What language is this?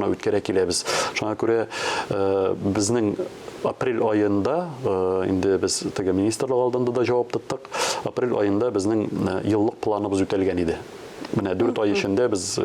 Tatar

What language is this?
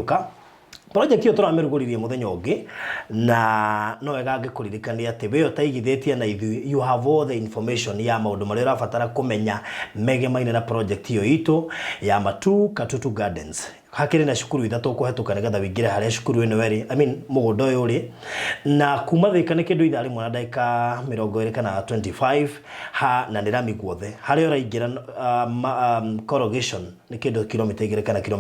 Kikuyu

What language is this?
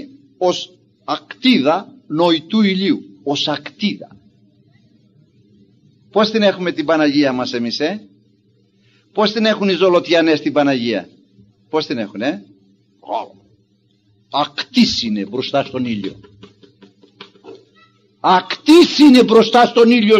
Greek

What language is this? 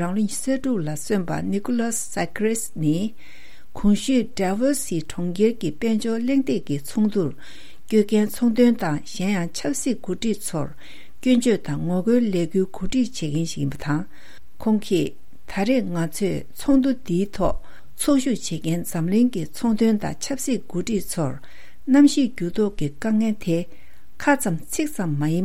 Tibetan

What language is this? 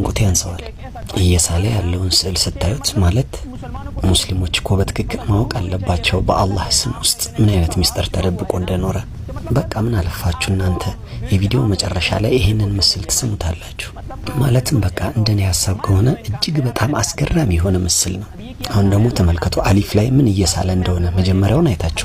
Amharic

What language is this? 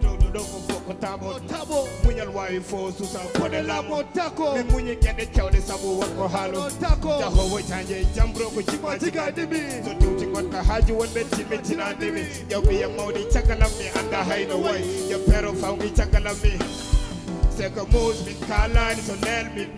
Fula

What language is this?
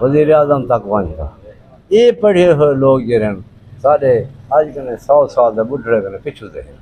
Saraiki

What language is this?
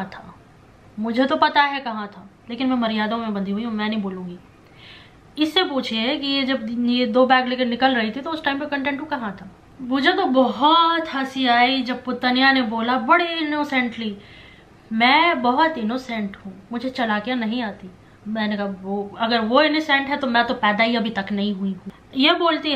Hindi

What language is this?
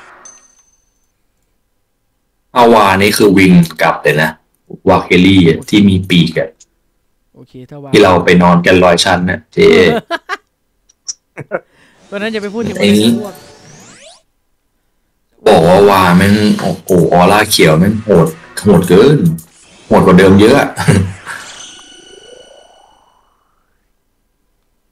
Thai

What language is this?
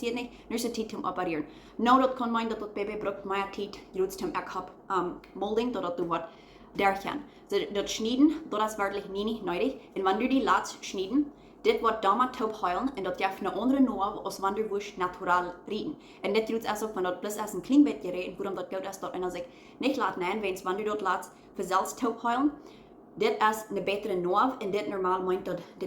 Plautdietsch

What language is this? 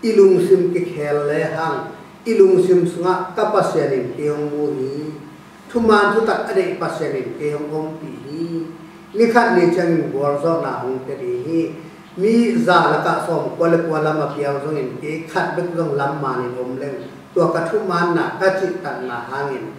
Tedim Chin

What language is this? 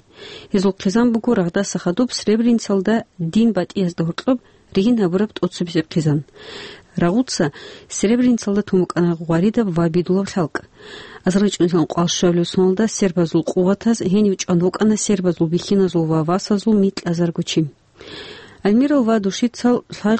Avaric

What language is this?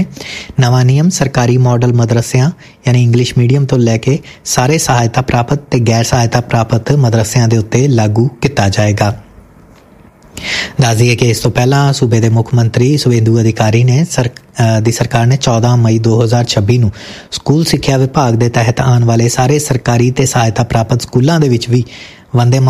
Punjabi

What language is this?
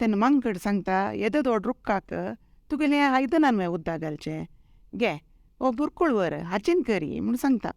Konkani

